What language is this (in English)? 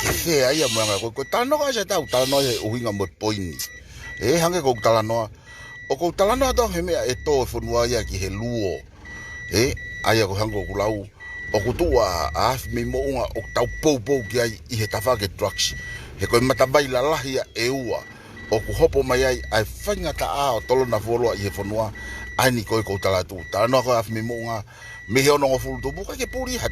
Tongan